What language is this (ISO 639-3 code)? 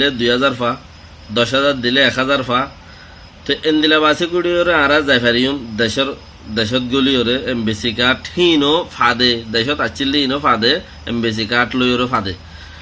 rhg